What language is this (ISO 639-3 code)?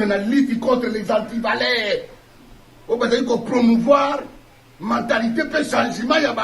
lin